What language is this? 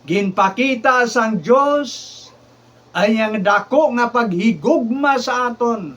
Hiligaynon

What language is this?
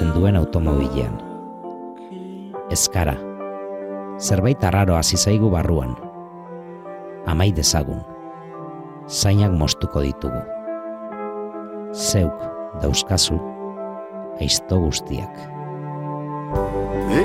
Basque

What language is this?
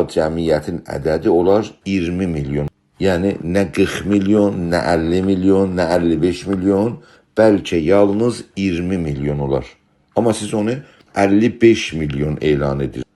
South Azerbaijani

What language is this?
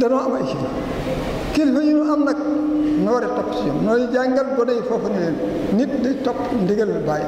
Wolof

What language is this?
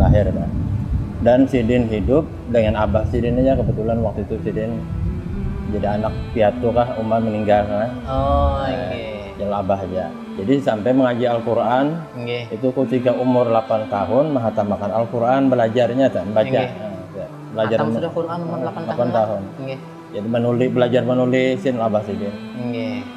Banjar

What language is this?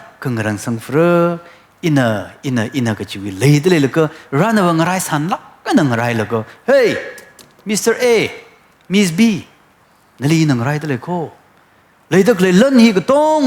Tangkhul Naga (India)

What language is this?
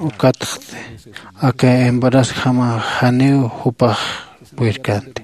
Aymara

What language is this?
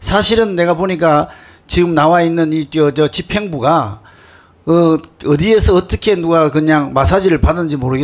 Korean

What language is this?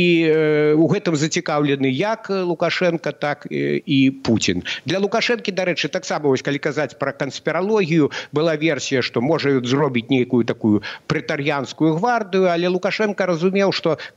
Belarusian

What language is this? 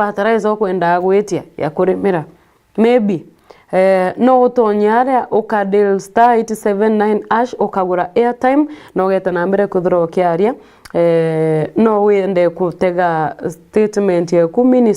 Meru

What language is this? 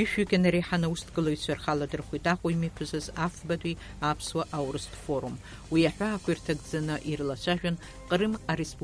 Abkhazian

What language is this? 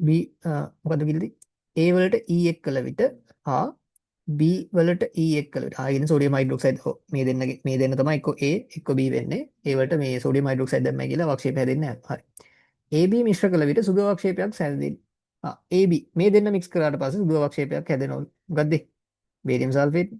Sinhala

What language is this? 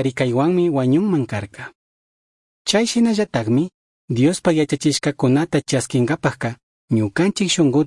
Chimborazo Highland Quichua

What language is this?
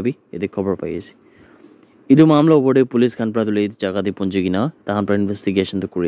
Naga Pidgin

